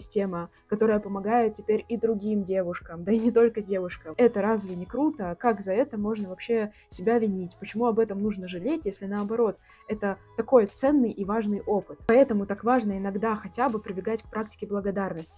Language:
Russian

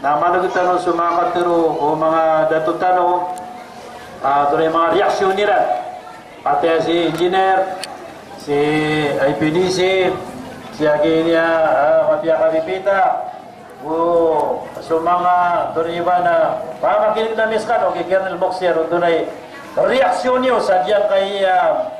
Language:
Maranao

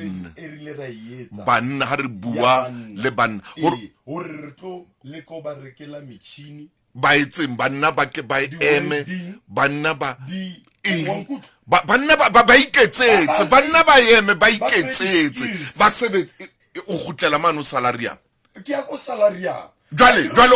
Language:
Southern Sotho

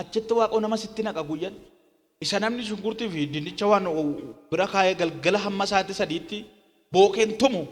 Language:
Oromo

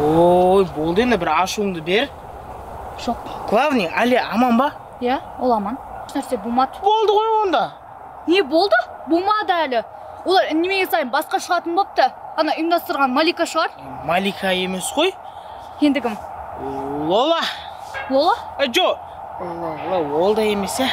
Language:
Kazakh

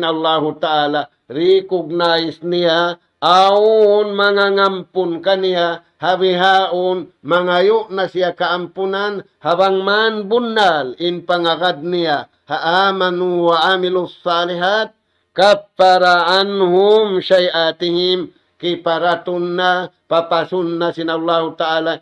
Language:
Tausug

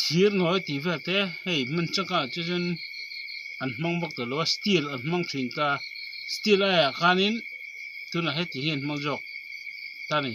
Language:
Mizo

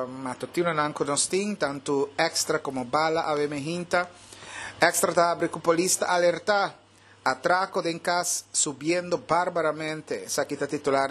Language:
Papiamento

